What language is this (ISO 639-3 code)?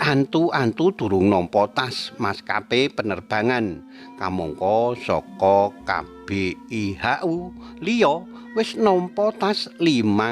jav